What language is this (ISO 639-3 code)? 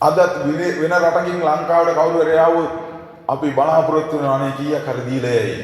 sin